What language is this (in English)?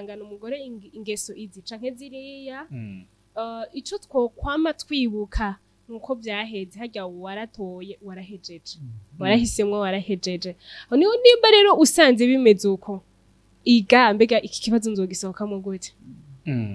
Rundi